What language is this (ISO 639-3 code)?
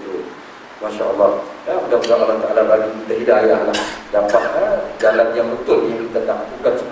msa